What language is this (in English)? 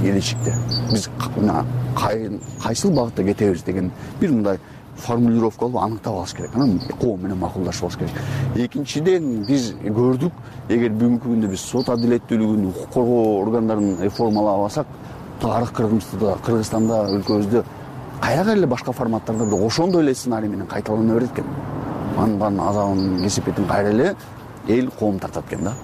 Kyrgyz